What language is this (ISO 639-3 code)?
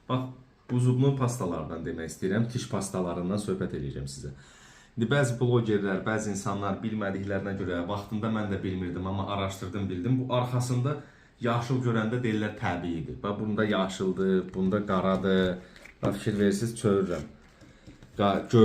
aze